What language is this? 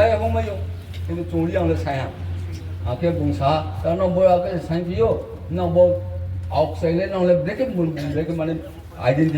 Riang (India)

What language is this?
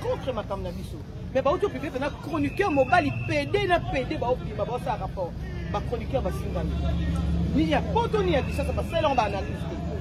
Lingala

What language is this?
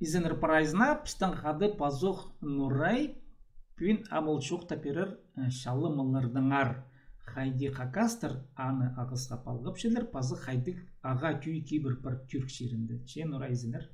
Khakas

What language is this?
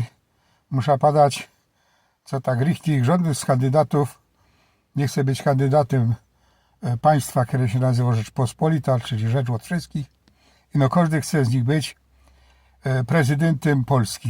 Silesian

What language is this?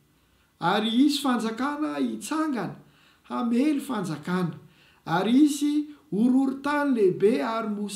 Malagasy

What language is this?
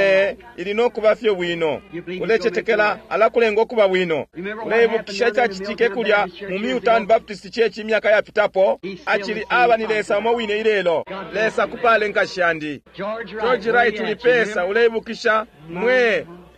Bemba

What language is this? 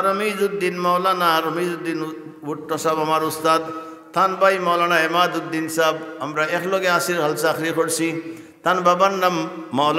Sylheti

